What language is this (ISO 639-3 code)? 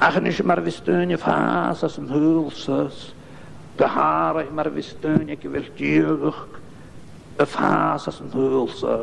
gla